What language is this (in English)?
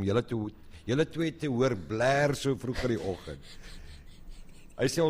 Afrikaans